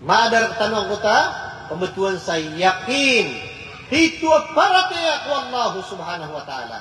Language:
Maranao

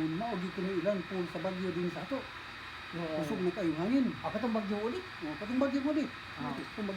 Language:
Cebuano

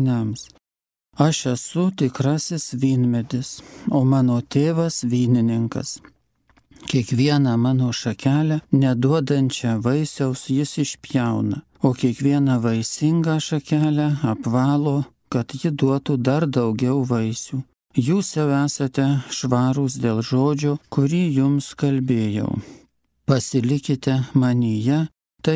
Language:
Lithuanian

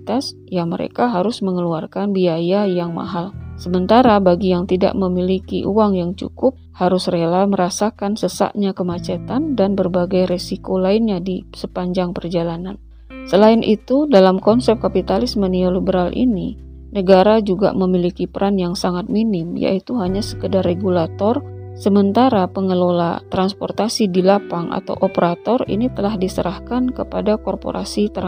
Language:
Indonesian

